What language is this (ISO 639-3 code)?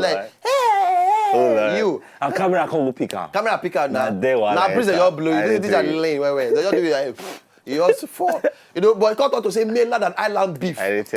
pcm